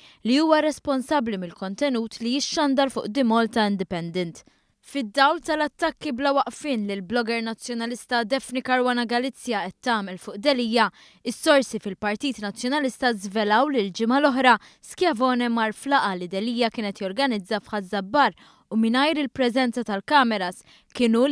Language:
Maltese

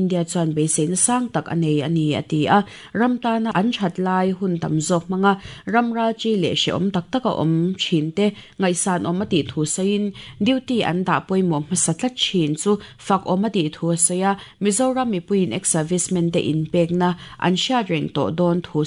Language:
Mizo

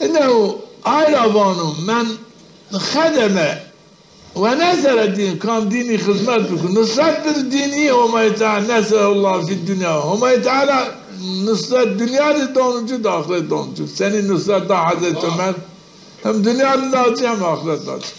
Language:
Zaza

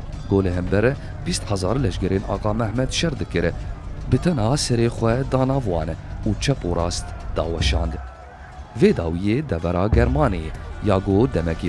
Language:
Kurdish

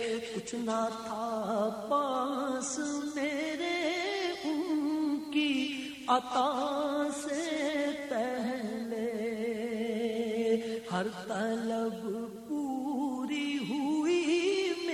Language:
Urdu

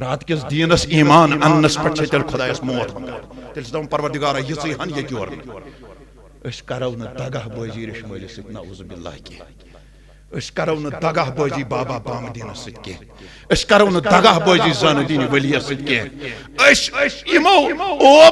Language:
Kashmiri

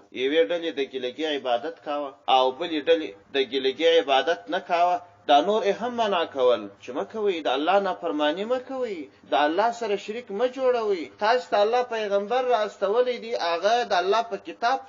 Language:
Pashto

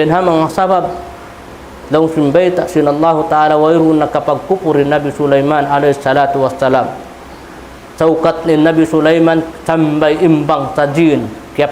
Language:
Tausug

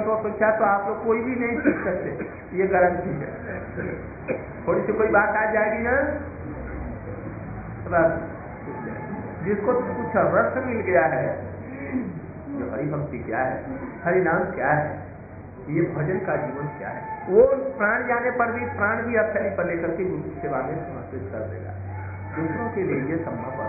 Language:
Hindi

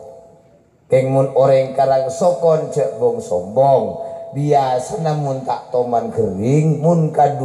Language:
Madurese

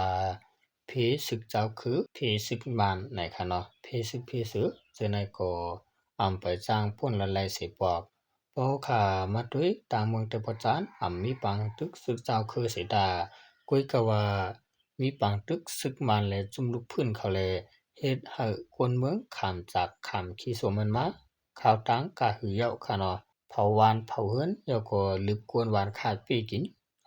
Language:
Shan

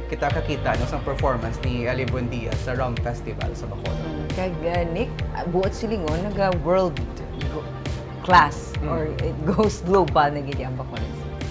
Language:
Hiligaynon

